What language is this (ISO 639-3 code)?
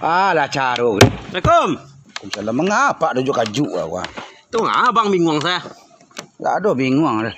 min